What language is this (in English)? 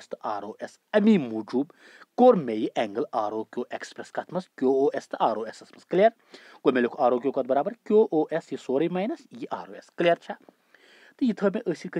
Kashmiri